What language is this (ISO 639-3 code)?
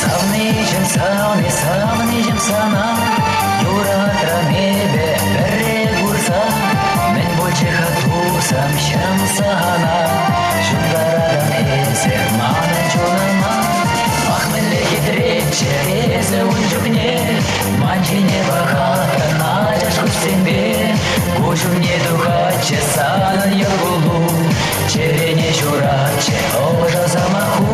chv